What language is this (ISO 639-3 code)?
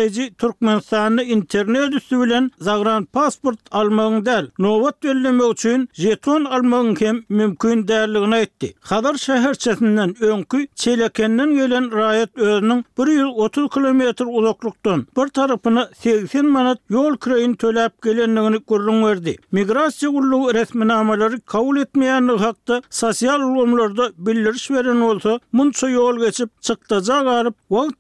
tuk